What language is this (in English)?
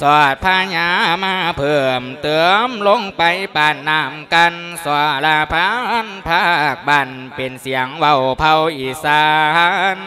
Lao